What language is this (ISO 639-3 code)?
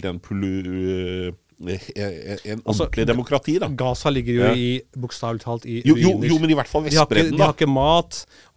nor